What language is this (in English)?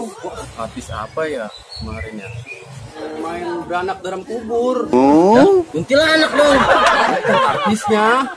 Betawi